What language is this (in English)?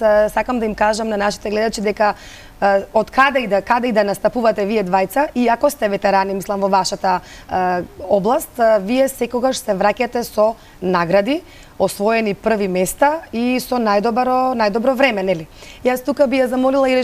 Macedonian